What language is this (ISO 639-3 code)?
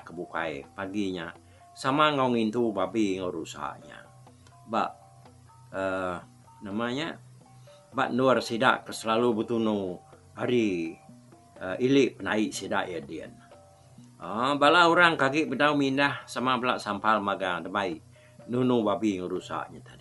iba